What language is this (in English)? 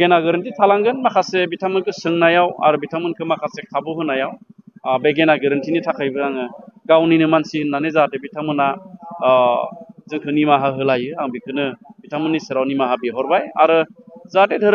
Bodo